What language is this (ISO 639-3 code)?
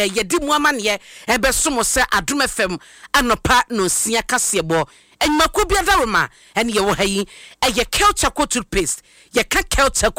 aka